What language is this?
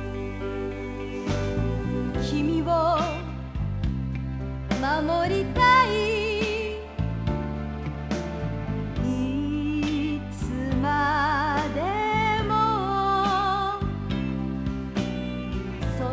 Japanese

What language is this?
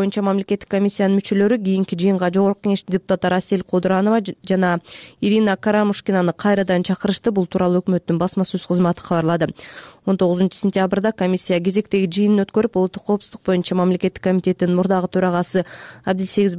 Kyrgyz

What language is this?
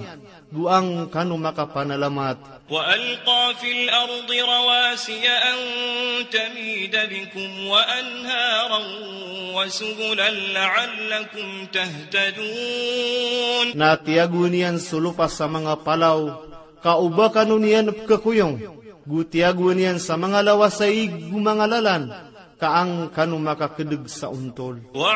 Maranao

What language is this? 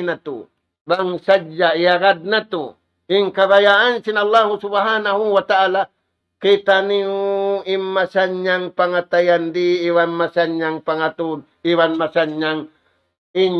Tausug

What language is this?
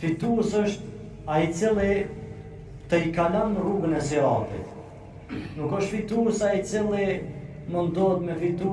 Albanian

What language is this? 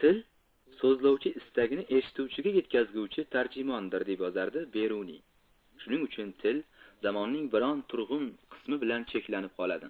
Uzbek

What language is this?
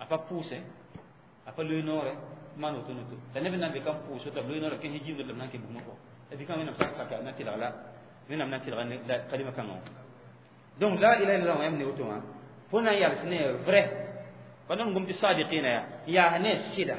Mossi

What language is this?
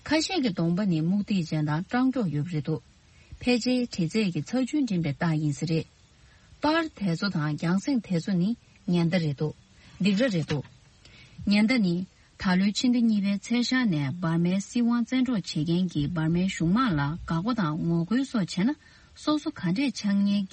Tibetan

